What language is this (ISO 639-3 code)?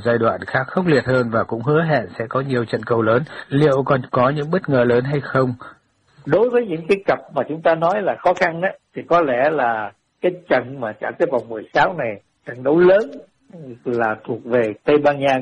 vie